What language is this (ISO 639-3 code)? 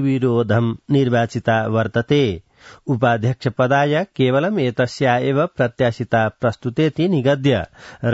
san